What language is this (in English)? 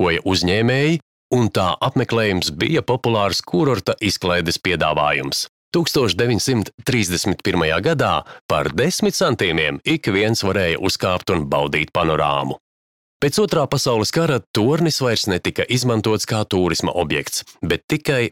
Latvian